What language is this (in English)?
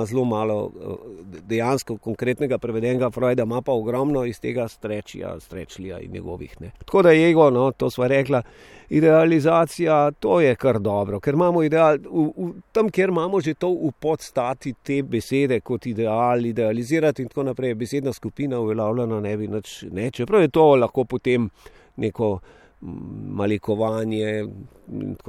Slovenian